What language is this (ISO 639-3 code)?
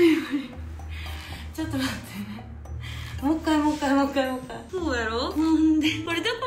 jpn